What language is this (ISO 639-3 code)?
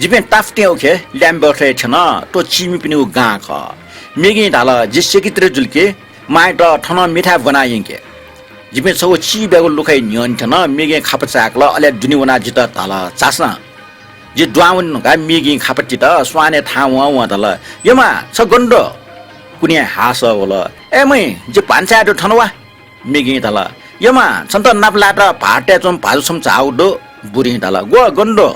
new